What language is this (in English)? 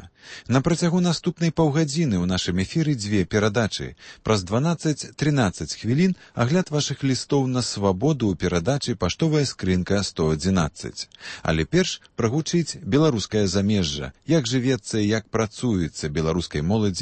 Belarusian